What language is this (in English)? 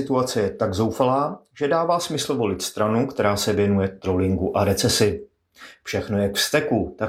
Czech